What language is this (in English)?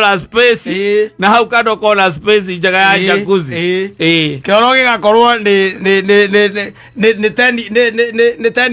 Kikuyu